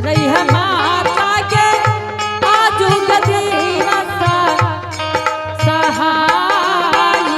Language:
Angika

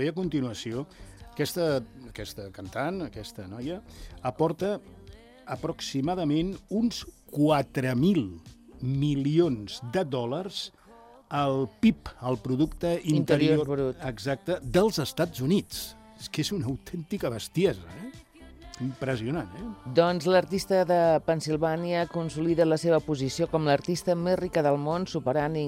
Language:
Catalan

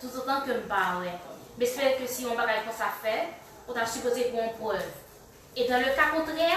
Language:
Haitian Creole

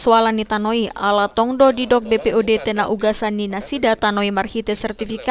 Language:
Batak Toba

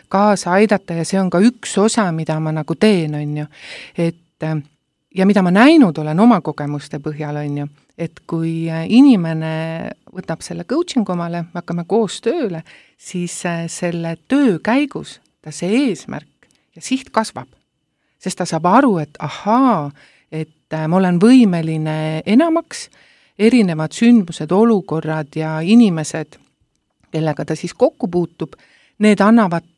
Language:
Estonian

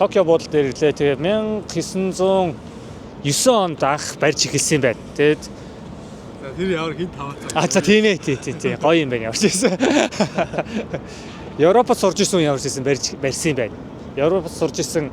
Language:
Mongolian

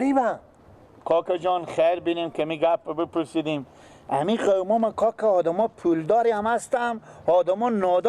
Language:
Persian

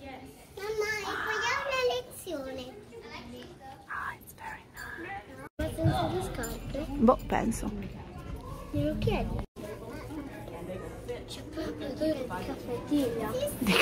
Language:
Italian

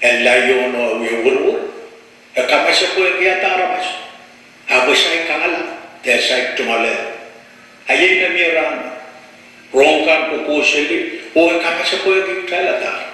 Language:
Pohnpeian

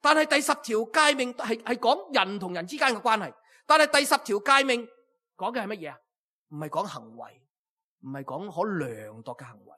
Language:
Cantonese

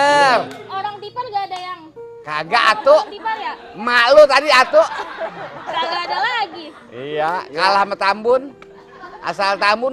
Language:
Betawi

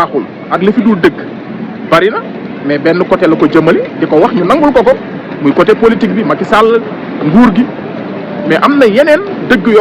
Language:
Wolof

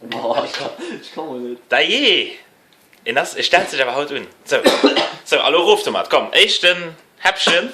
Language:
Luxembourgish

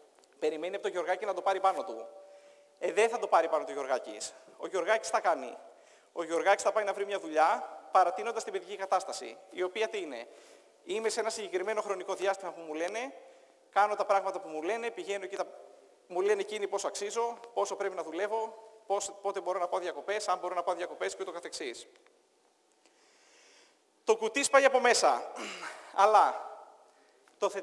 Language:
Greek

